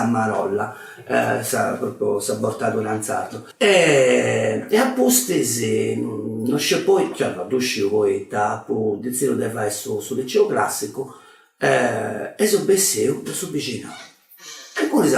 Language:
Sardinian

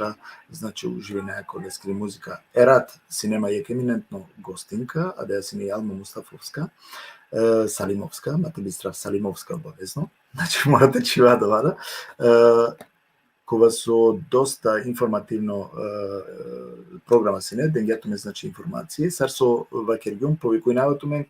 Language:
Balkan Romani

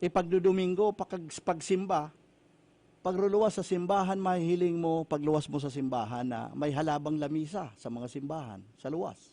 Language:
Bikol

